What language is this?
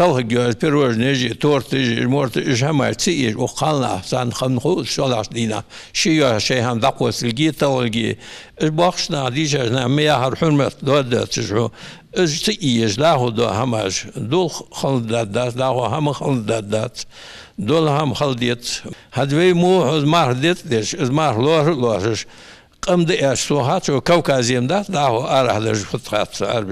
Ingush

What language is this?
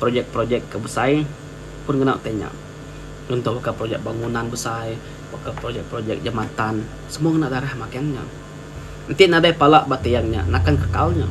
Iban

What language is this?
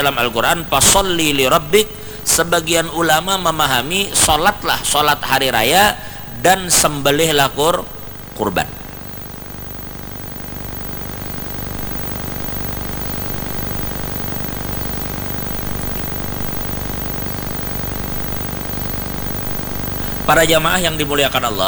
Indonesian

